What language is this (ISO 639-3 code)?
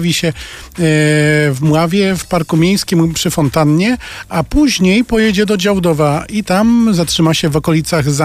pol